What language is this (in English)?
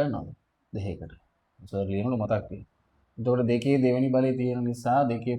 Sinhala